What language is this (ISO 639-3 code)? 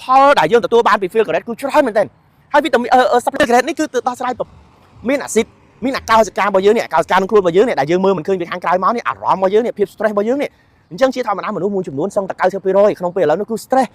khm